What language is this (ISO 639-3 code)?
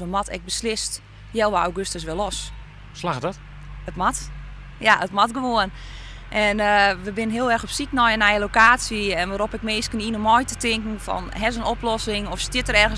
fry